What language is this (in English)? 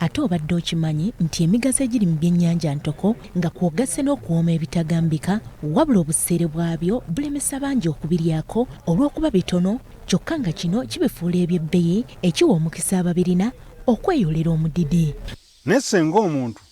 Ganda